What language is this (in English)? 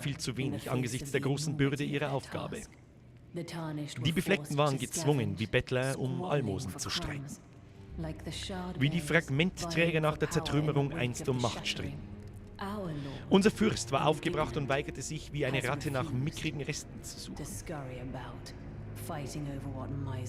Bavarian